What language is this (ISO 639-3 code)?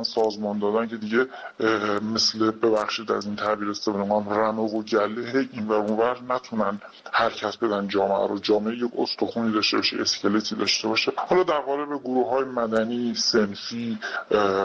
fas